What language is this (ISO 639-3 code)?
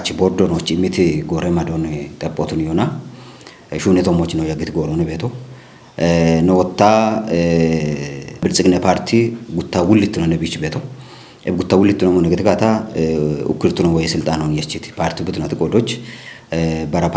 kbr